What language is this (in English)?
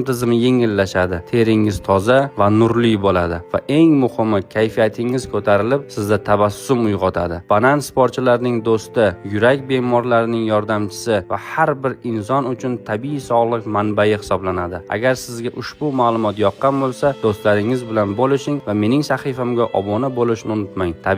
Uzbek